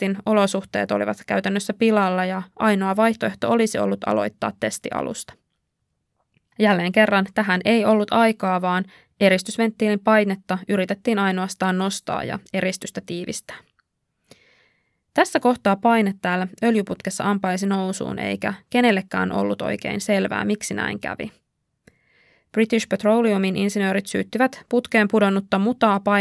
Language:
Finnish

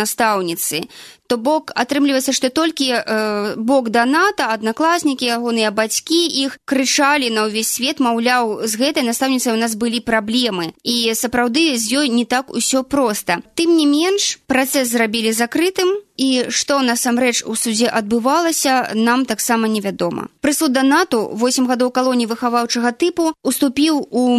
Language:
Belarusian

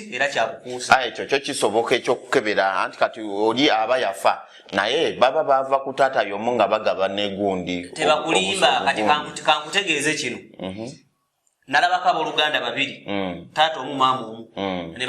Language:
Ganda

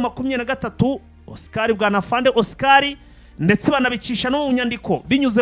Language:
Kinyarwanda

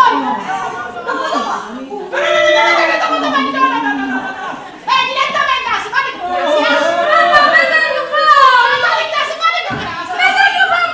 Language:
Neapolitan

